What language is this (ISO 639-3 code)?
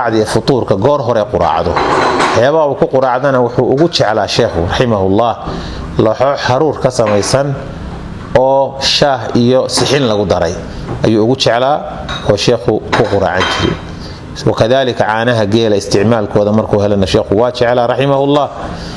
som